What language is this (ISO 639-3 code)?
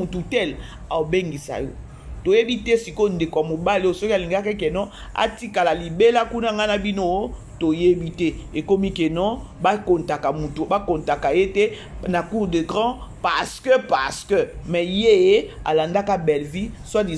lin